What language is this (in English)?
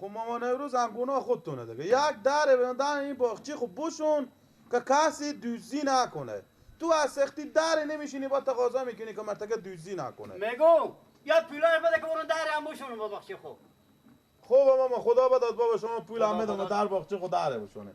Persian